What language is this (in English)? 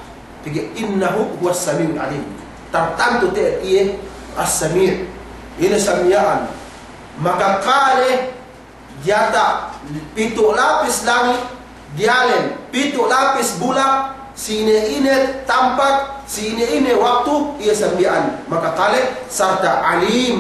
Yakan